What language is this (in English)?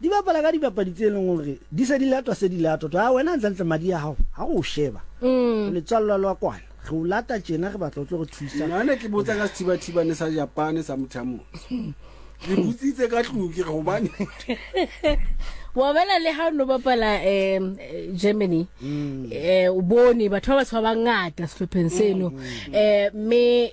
Southern Sotho